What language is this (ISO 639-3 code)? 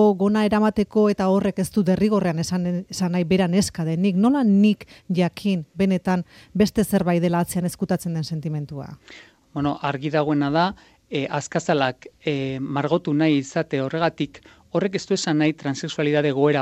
eus